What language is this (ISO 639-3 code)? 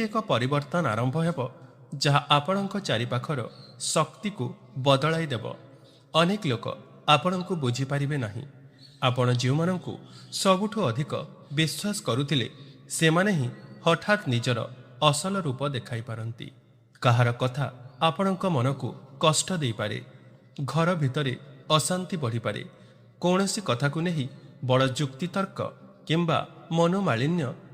ori